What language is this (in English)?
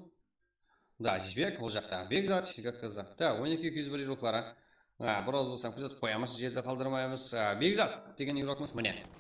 Kara-Kalpak